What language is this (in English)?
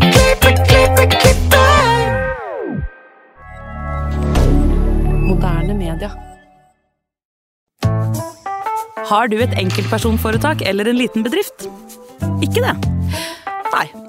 Norwegian